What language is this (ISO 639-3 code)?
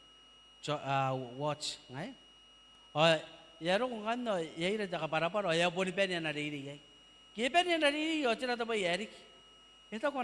gil